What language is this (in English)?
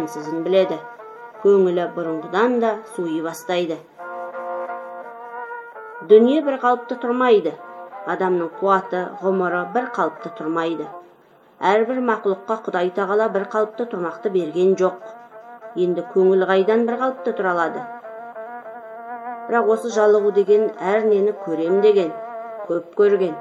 Kazakh